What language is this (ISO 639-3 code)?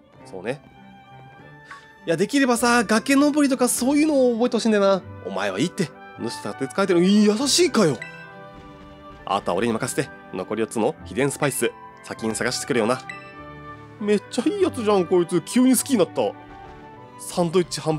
jpn